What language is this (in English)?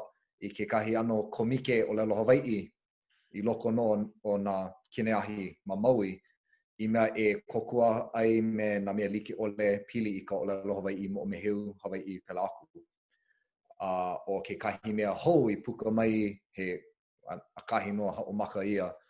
Hawaiian